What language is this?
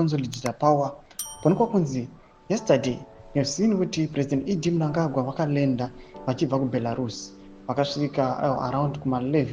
Shona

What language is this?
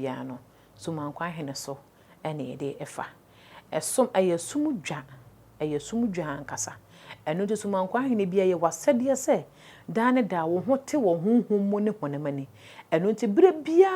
Akan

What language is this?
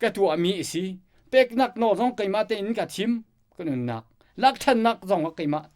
Hakha Chin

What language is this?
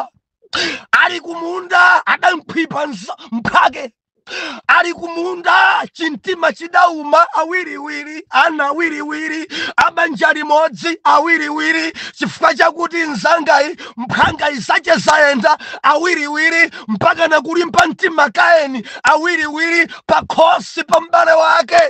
Nyanja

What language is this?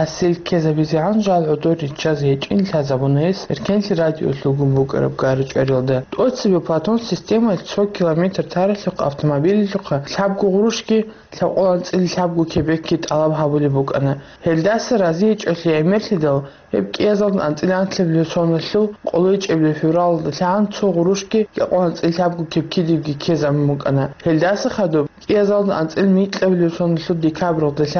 Avaric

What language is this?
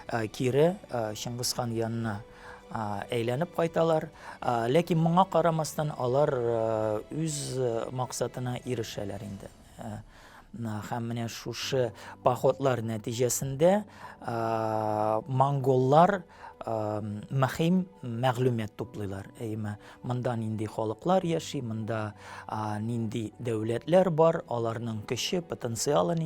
Tatar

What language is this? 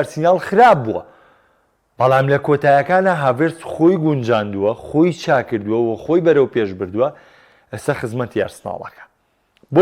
Central Kurdish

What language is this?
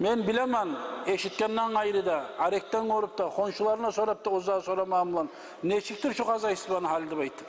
Kumyk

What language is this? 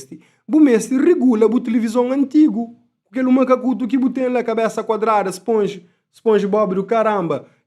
Kabuverdianu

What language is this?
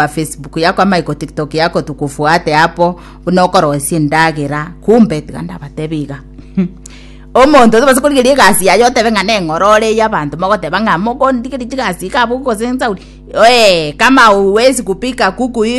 Gusii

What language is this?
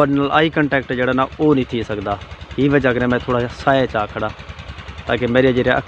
Saraiki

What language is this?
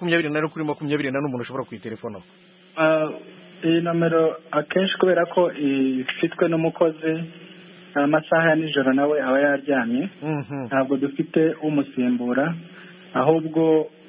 Kinyarwanda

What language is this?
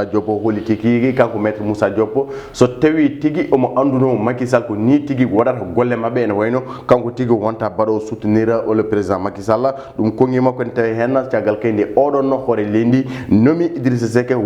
Fula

